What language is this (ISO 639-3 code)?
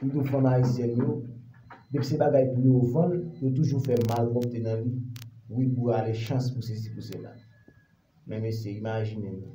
hat